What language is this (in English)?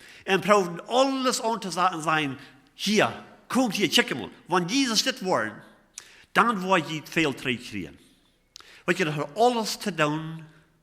Plautdietsch